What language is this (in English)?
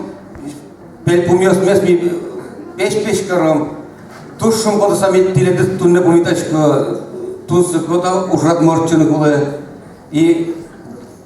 Udmurt